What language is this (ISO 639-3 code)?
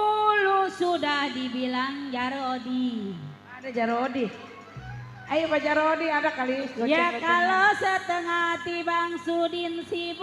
bew